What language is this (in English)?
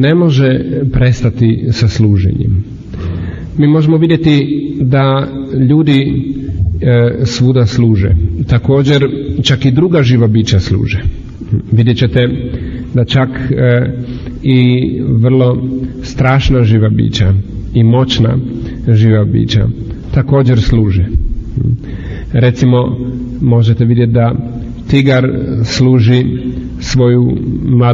Croatian